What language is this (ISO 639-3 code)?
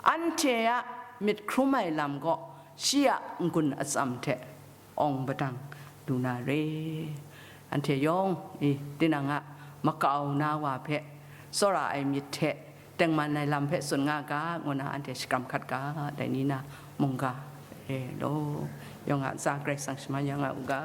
kac